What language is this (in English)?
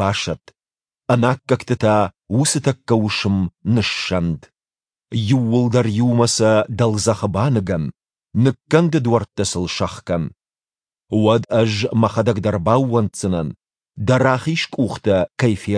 Ossetic